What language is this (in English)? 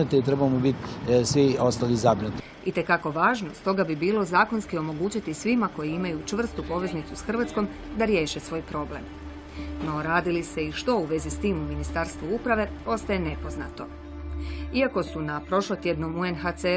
Croatian